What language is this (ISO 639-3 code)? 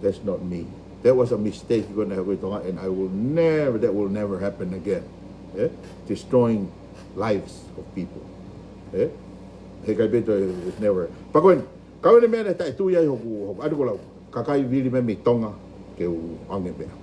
ton